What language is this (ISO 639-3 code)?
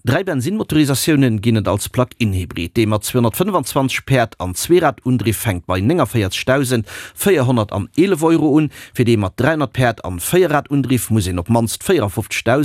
ltz